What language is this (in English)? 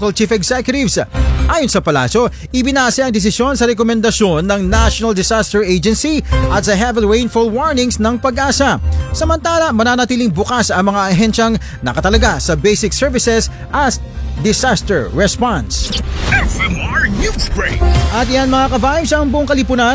Filipino